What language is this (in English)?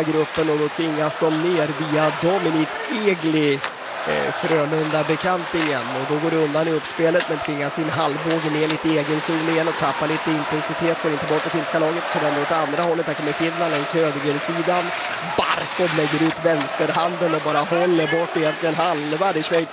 Swedish